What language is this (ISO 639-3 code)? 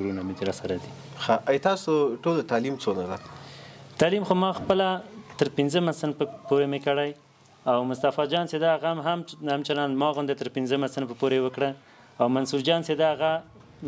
pus